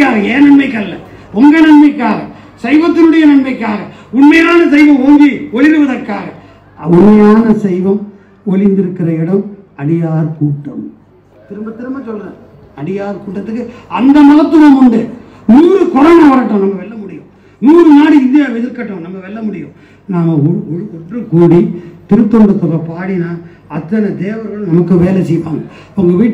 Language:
Tamil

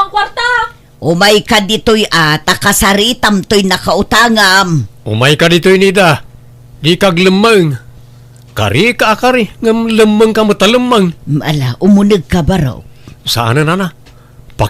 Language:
Iloko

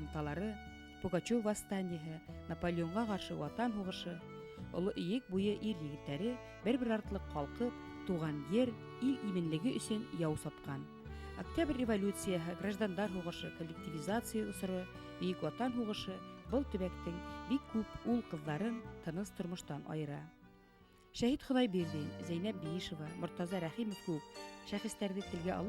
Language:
Bashkir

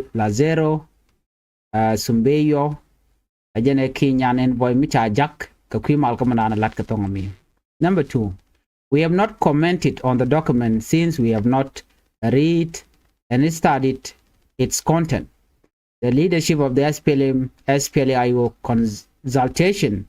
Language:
Nuer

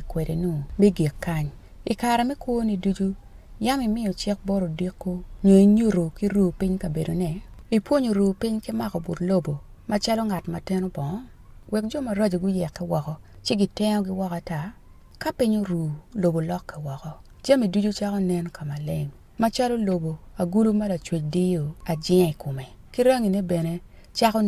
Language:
Acoli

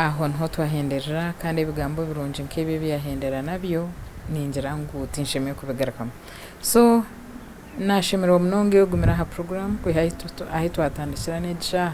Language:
Nyankole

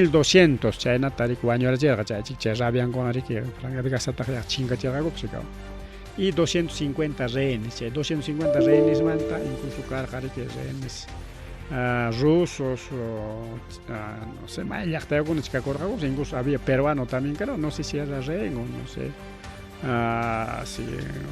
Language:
Ayacucho Quechua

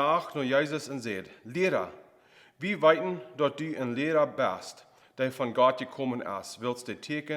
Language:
Plautdietsch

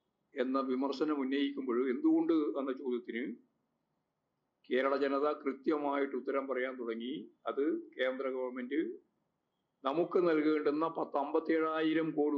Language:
Malayalam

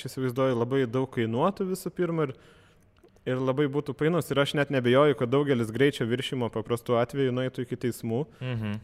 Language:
Lithuanian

